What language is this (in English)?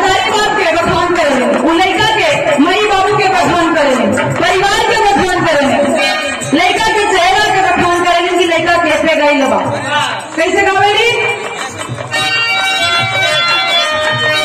Bhojpuri